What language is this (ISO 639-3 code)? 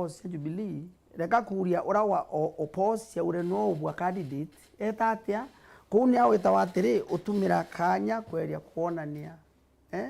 mer